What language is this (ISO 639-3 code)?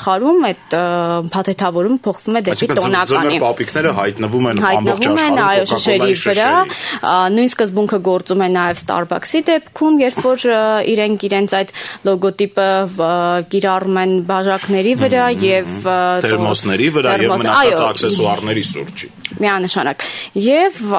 hye